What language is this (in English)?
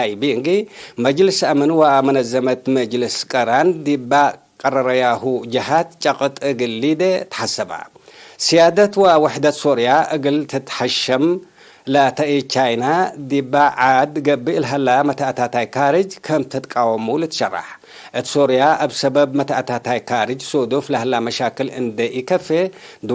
Tigre